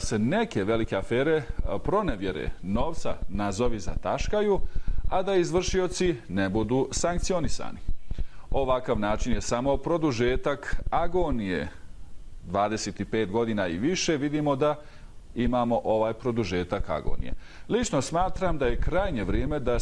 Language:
Bosnian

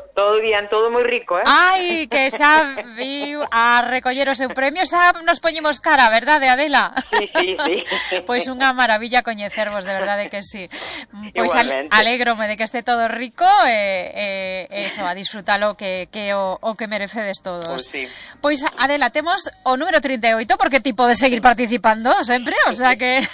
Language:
Galician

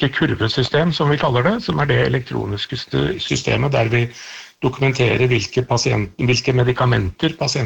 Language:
Norwegian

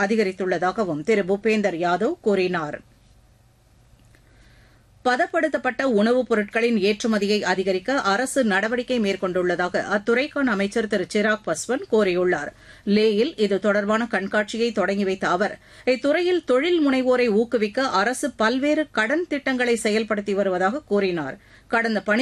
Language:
Tamil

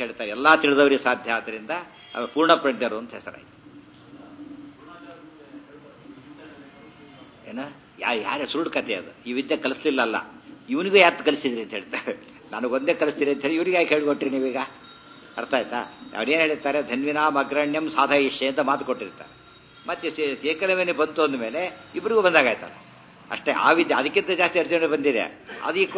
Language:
Kannada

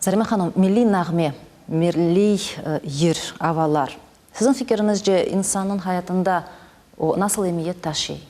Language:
Crimean Tatar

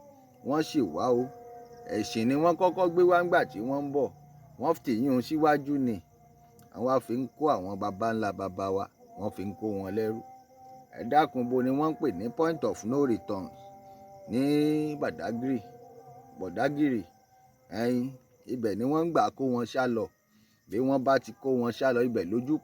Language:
Yoruba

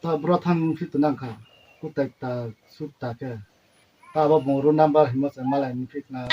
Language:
Riang (India)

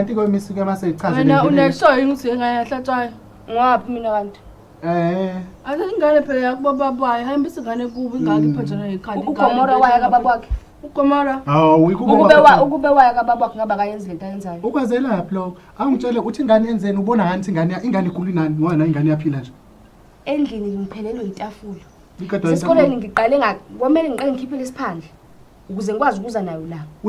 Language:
Zulu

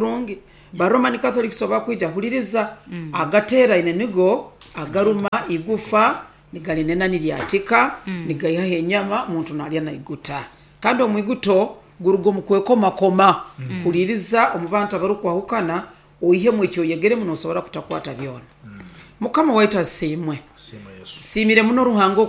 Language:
Nyoro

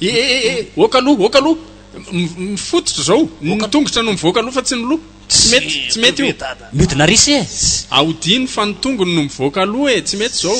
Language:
Malagasy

